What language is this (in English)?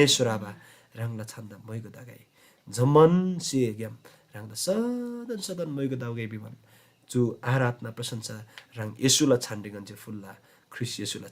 Eastern Tamang